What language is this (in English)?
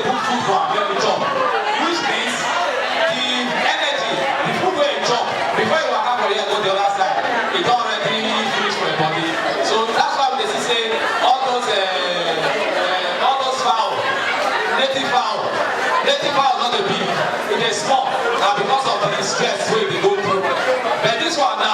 Nigerian Pidgin